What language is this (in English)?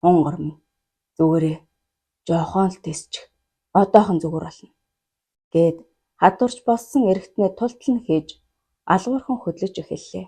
Mongolian